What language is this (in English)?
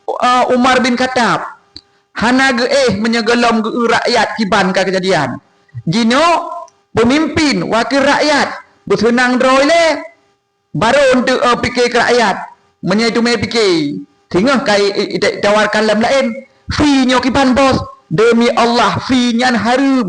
Achinese